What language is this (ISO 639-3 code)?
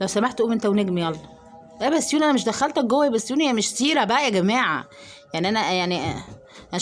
arz